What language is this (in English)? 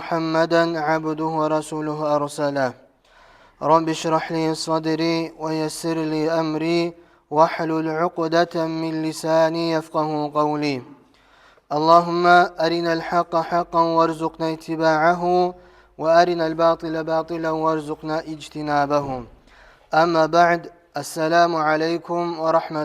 Kumyk